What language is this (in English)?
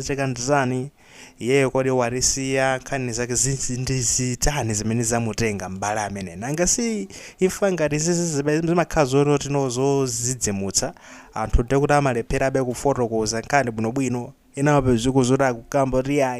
Nyanja